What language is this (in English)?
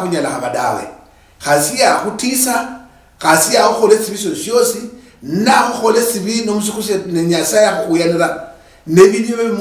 Luyia